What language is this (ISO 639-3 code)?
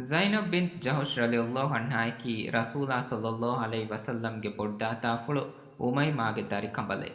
div